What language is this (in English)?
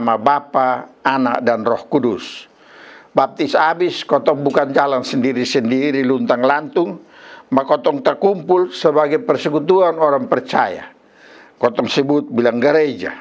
Kupang Malay